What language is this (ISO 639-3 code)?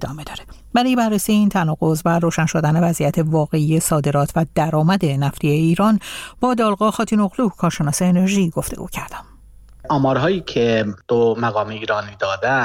fas